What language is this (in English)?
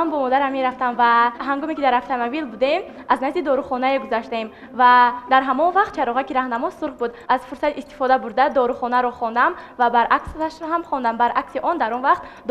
Tajik